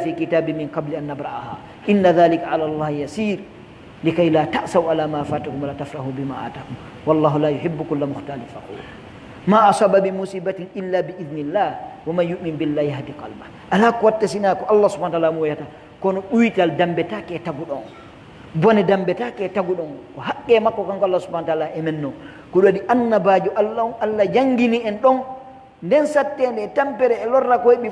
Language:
Pular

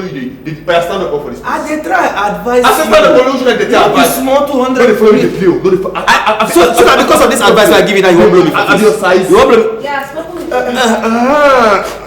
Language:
Nigerian Pidgin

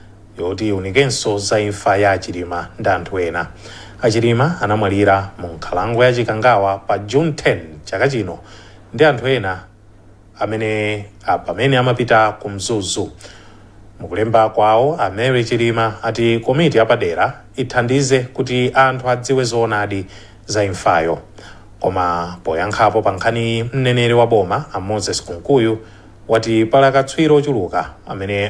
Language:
Nyanja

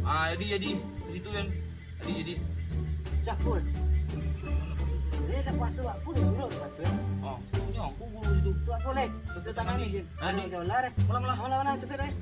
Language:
Minangkabau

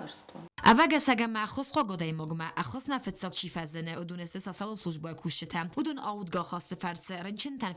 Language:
Ossetic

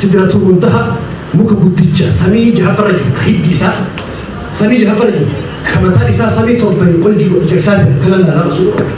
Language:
Oromo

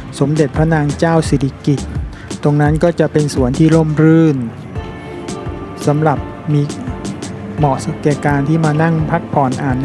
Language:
Thai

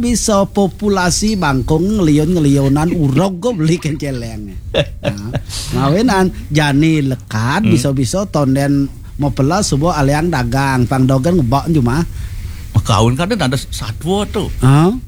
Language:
Balinese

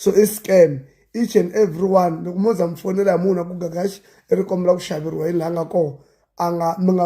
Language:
Tsonga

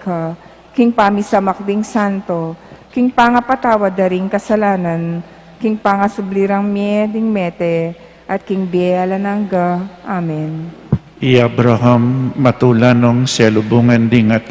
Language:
Pampanga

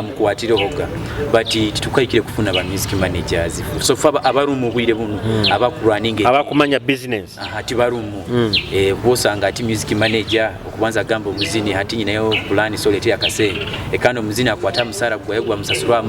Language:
Nyoro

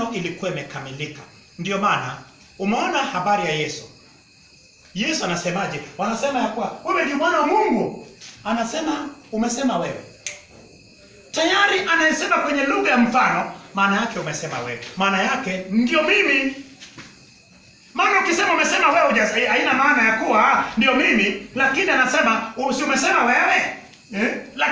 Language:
Swahili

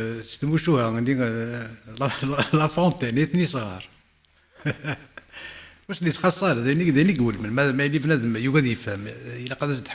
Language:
Kabyle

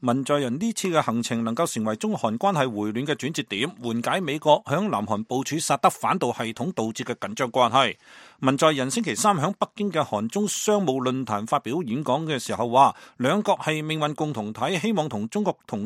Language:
Cantonese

